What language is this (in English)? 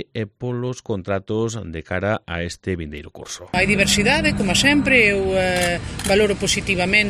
Galician